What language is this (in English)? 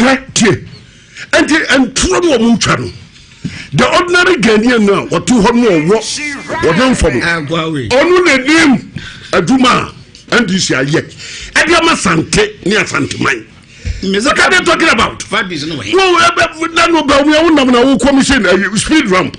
Akan